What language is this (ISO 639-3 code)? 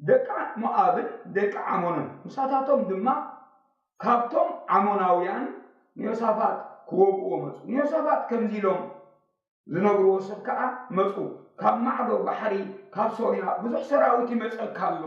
tir